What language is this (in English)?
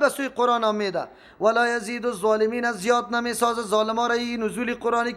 Persian